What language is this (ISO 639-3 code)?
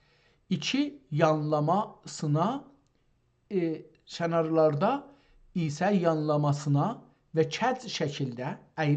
azb